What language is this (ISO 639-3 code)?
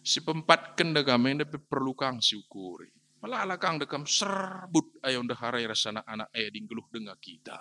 btx